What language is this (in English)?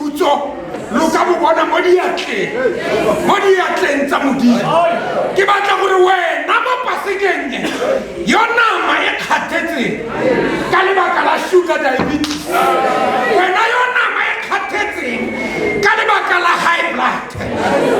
Tswana